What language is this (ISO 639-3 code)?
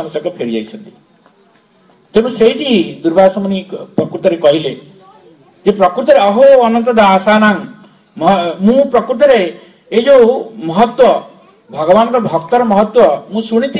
ori